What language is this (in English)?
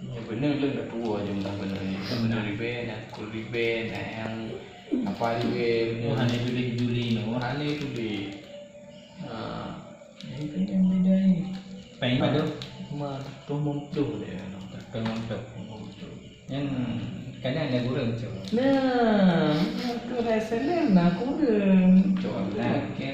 Achinese